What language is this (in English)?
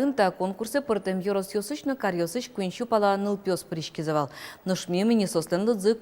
Udmurt